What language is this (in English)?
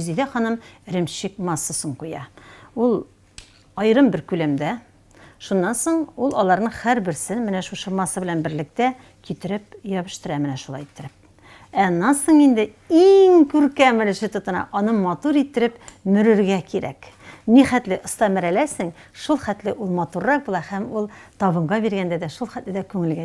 Tatar